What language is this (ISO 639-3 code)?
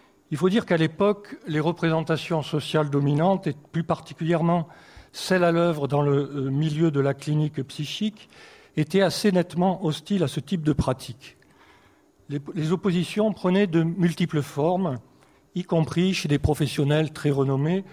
fra